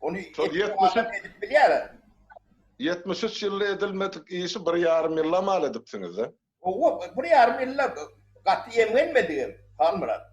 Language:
Turkmen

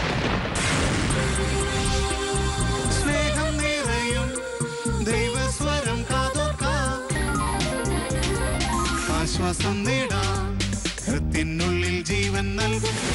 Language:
Malayalam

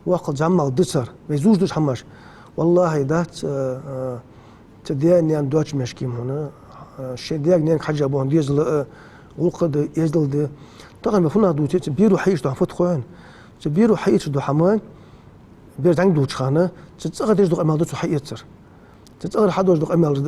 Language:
Ingush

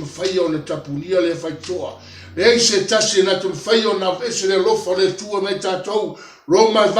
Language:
Samoan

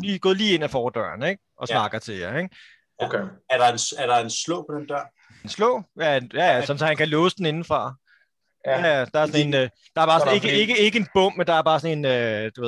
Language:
Danish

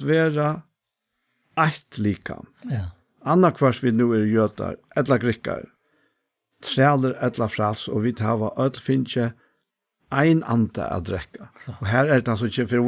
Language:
Faroese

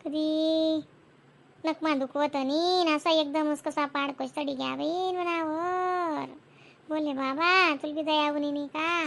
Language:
Khandesi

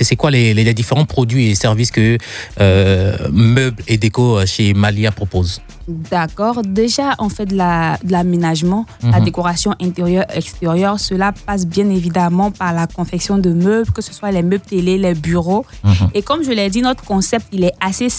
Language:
French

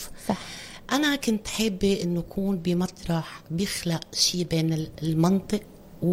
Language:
North Levantine Arabic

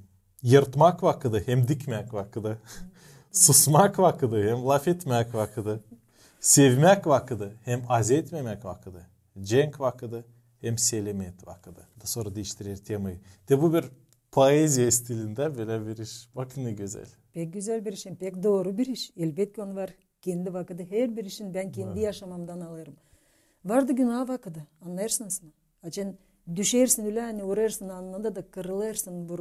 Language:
Gagauz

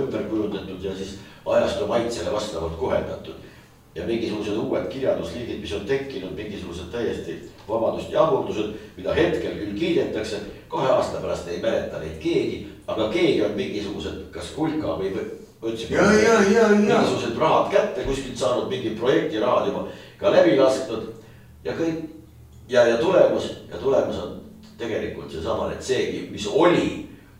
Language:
Estonian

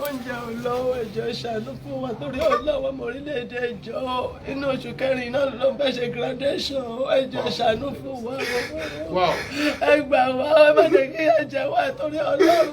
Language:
Yoruba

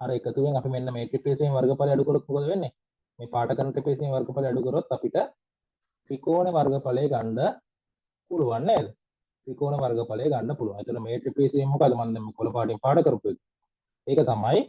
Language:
Sinhala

